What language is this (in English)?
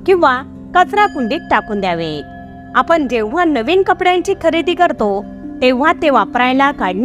Marathi